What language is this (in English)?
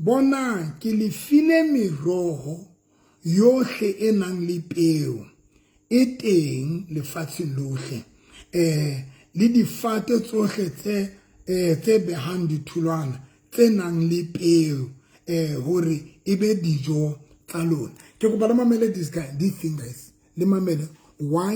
Southern Sotho